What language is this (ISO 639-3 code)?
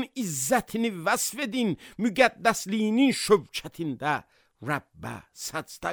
aze